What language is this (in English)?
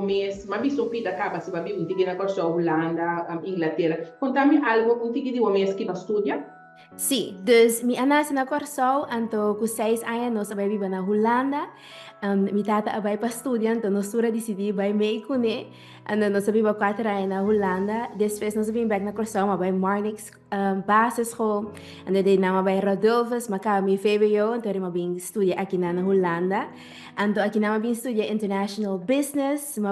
Papiamento